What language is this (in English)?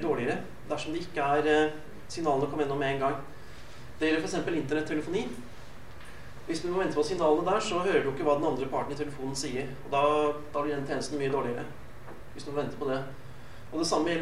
Norwegian